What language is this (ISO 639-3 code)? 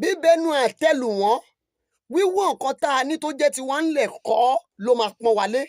yor